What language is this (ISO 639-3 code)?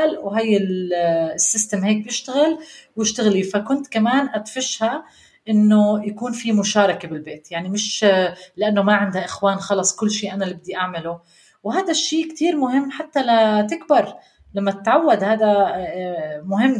apc